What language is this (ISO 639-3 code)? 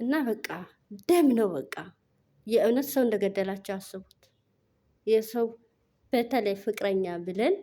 amh